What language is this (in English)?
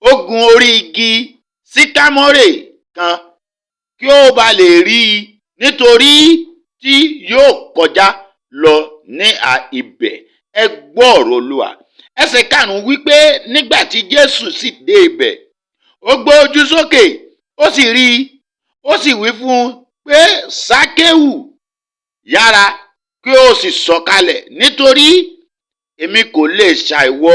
Yoruba